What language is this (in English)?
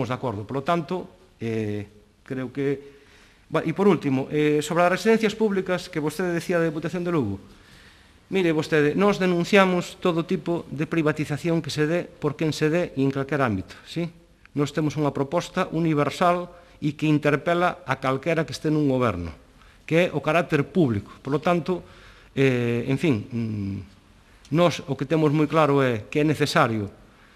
Galician